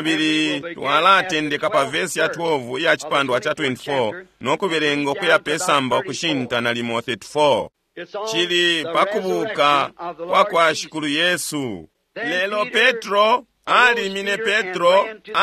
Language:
Bemba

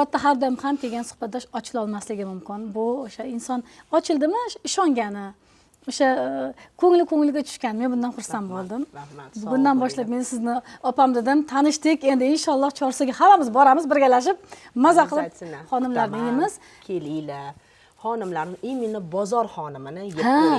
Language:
Uzbek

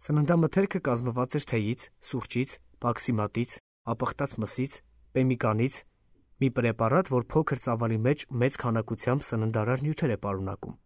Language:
Armenian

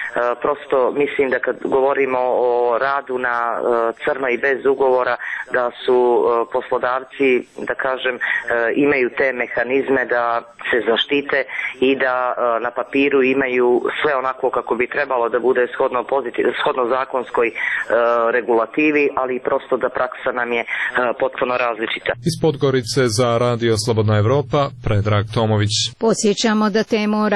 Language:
Serbian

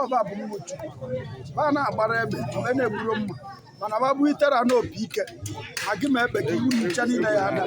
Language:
Igbo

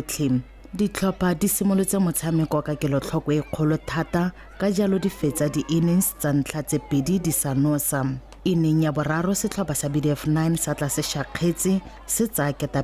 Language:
Tswana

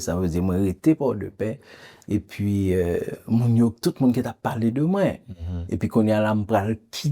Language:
Haitian Creole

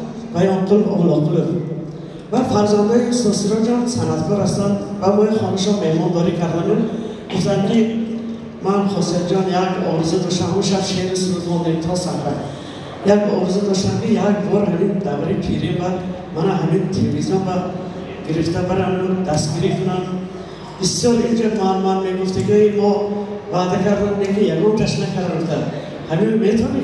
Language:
Tajik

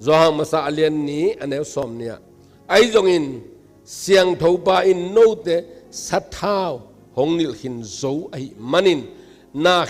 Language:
Tedim Chin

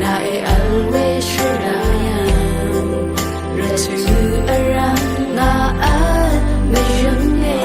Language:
Rawang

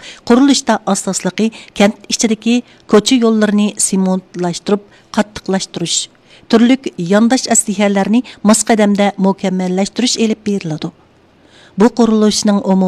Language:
Uyghur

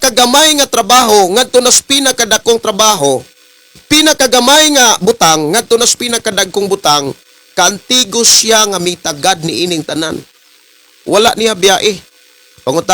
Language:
Cebuano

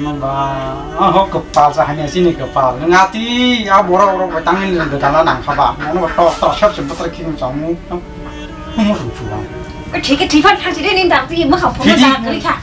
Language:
Kok Borok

